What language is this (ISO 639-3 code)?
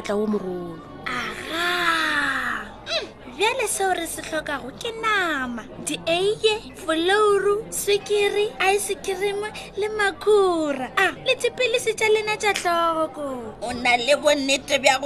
nso